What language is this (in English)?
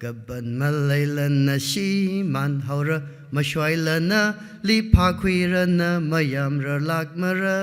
Tangkhul Naga (India)